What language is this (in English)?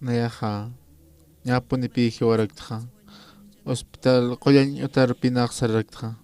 Aymara